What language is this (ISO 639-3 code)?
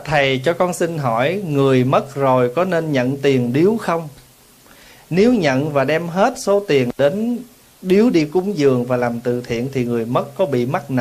vie